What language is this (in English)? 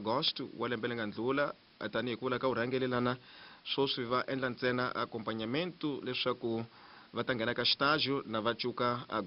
Tsonga